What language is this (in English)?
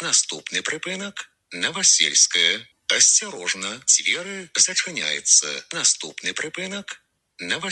Belarusian